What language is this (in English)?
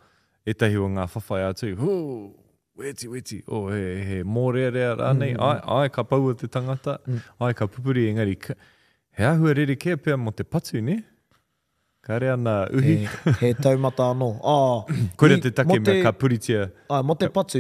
Māori